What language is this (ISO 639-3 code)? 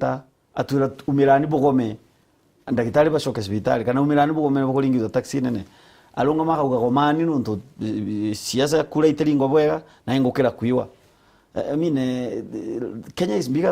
mer